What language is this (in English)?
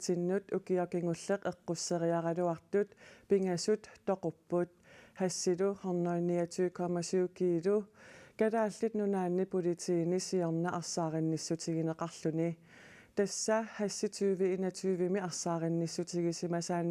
Kalaallisut